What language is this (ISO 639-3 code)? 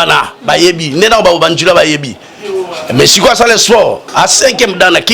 lin